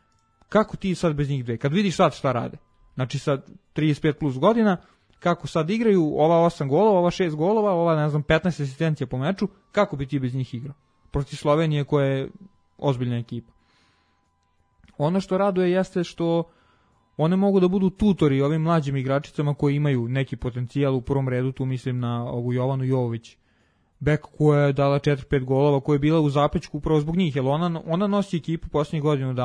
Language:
Serbian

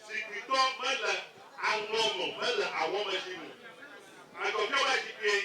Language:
Ewe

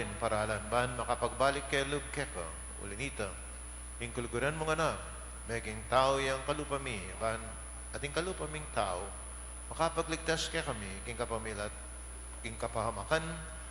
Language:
Pampanga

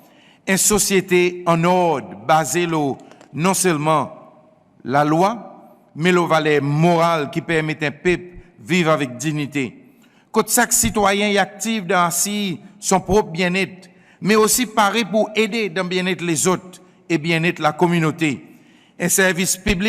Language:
Seselwa Creole French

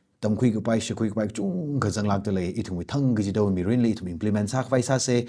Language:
Tangkhul Naga (India)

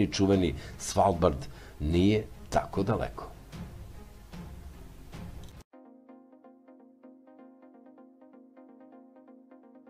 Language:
Serbian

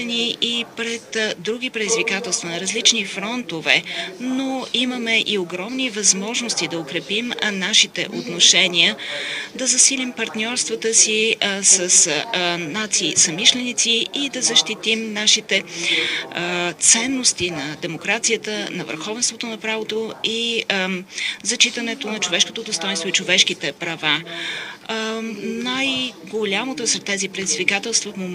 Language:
Bulgarian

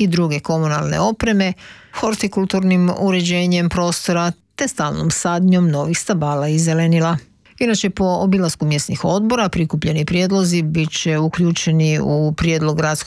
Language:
Croatian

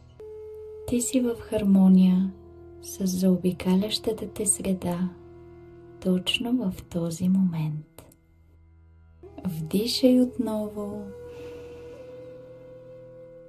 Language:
Bulgarian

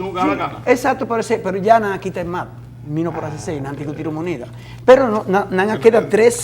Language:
Papiamento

